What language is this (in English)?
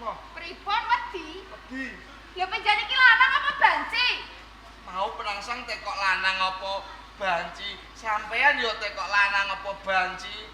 Javanese